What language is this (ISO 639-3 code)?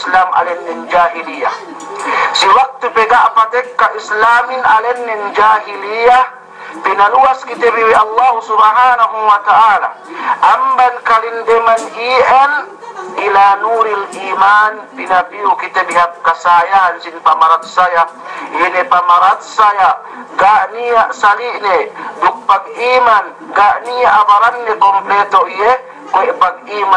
yka